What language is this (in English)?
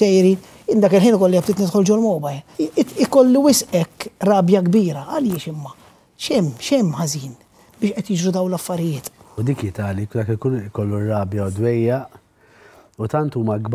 Maltese